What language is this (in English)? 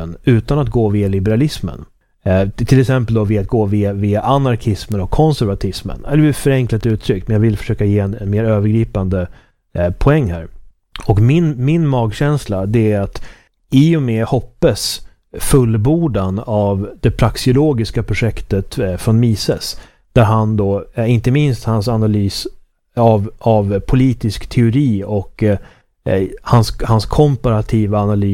Swedish